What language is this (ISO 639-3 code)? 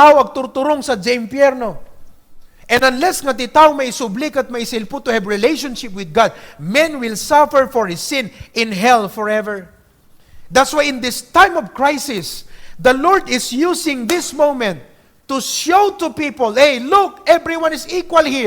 ilo